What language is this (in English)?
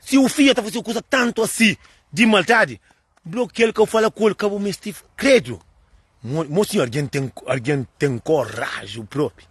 Kabuverdianu